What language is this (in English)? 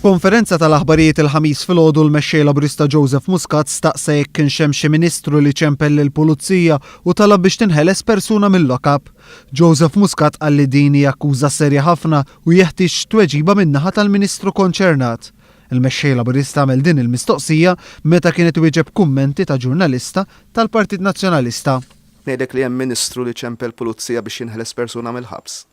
Maltese